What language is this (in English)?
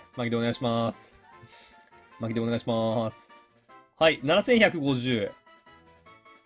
Japanese